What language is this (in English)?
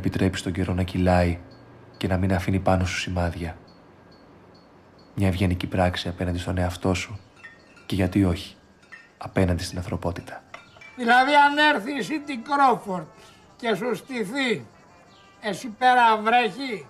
Greek